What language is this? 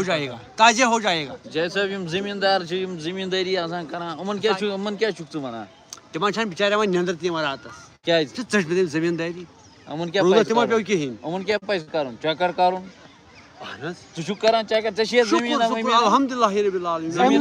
Kashmiri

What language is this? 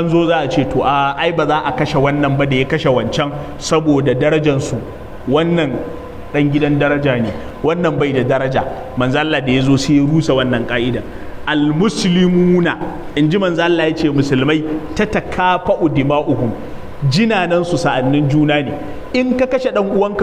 Hausa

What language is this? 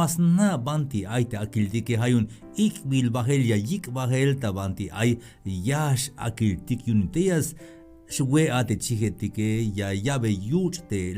Tzeltal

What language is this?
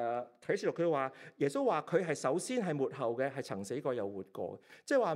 Cantonese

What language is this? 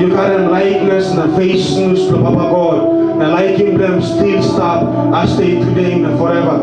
Tok Pisin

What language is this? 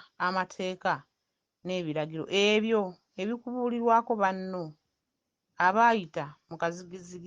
Ganda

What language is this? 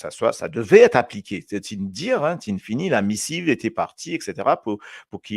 Morisyen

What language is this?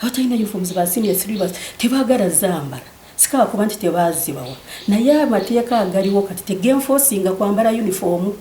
Ganda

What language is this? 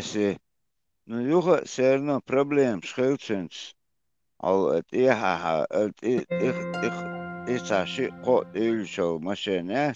Chechen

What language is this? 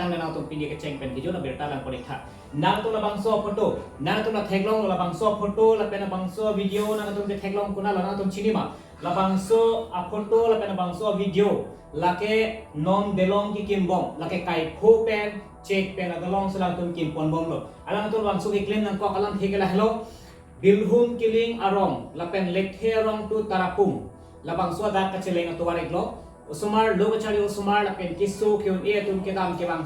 Karbi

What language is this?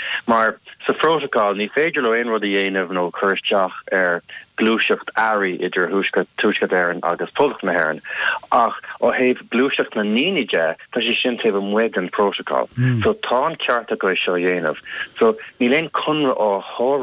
Irish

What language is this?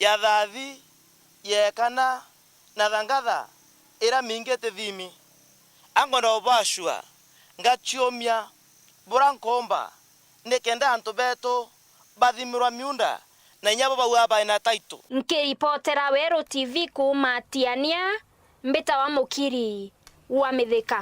Meru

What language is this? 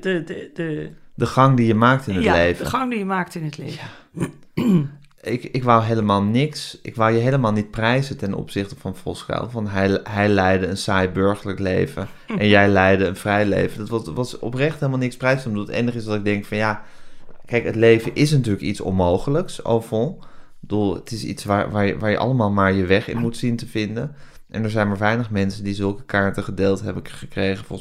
Dutch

